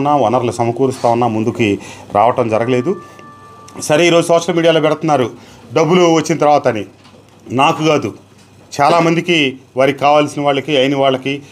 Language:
Telugu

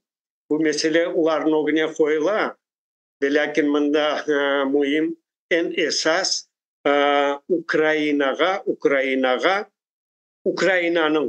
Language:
Crimean Tatar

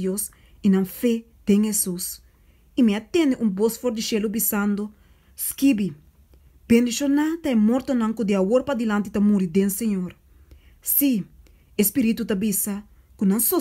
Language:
Papiamento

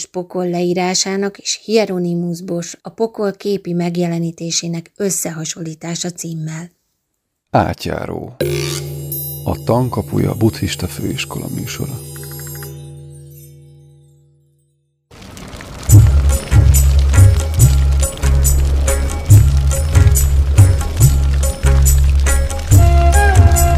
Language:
Hungarian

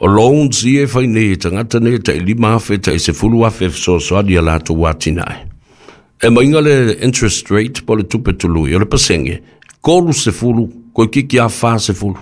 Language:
Samoan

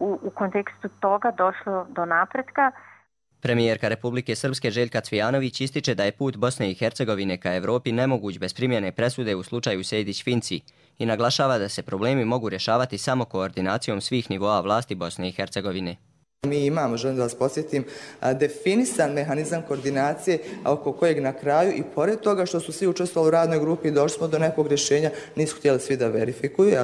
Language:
Bosnian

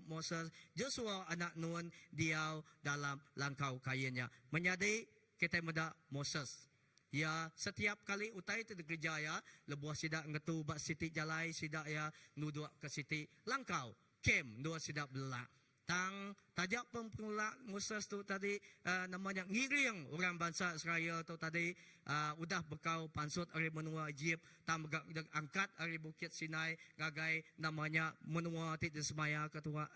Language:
Iban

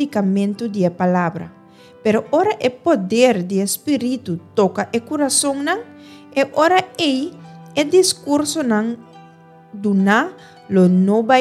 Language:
Papiamento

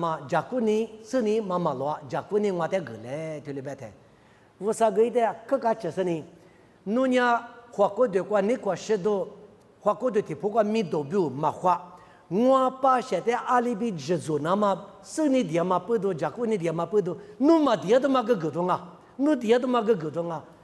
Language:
Lisu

